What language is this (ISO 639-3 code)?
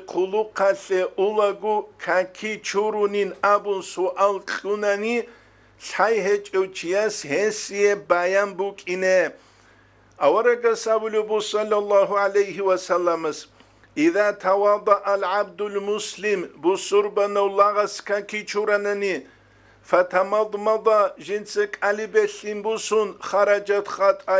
ava